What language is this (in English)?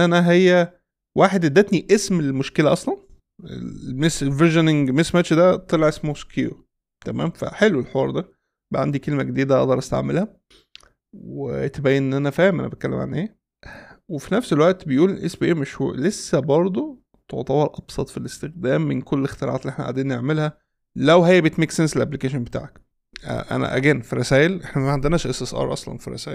Egyptian Arabic